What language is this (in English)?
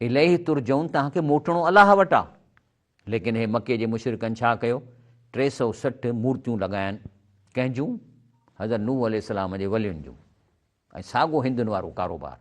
Sindhi